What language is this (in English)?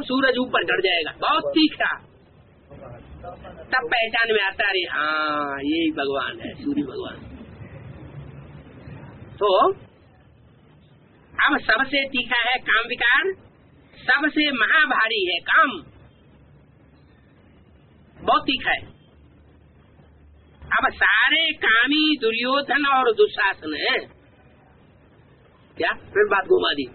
Hindi